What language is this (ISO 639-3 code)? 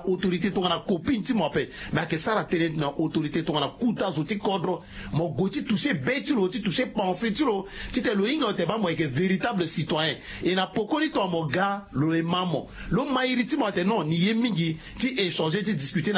sag